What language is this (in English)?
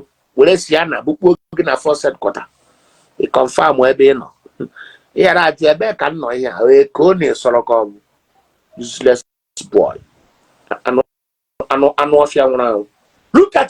Igbo